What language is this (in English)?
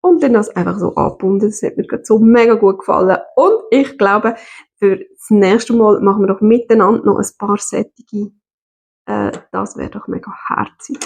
Swiss German